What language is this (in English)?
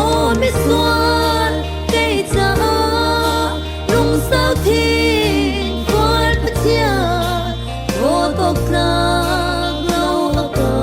Falam Chin